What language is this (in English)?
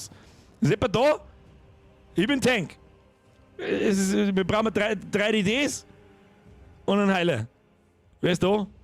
Bavarian